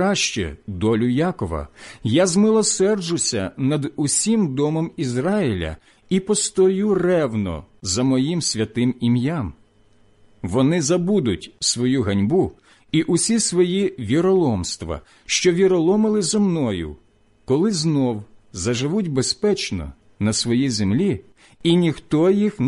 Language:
Ukrainian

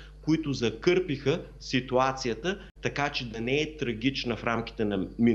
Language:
Bulgarian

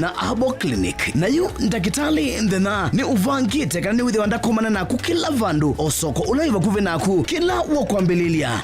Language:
Kamba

